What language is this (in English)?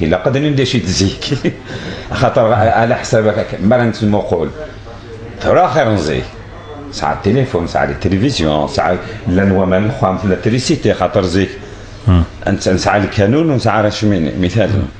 Kabyle